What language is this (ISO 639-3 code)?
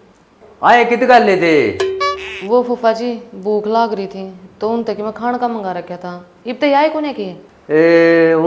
bgc